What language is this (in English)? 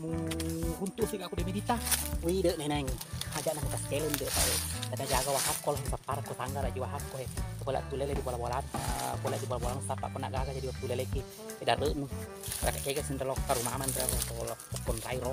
Buginese